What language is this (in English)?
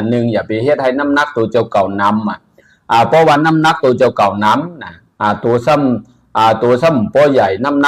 Shan